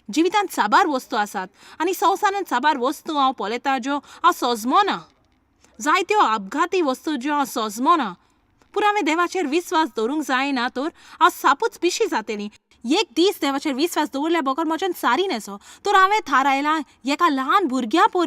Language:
Konkani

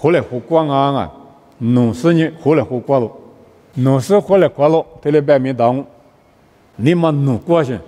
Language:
Lisu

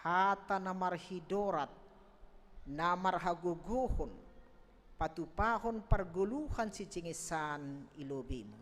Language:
Batak Simalungun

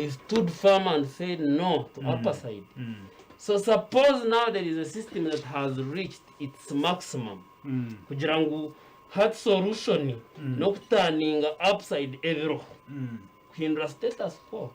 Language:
Nyankole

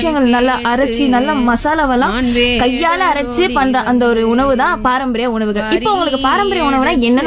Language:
Tamil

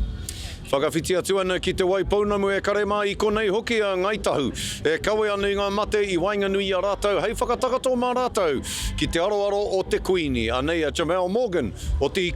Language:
Māori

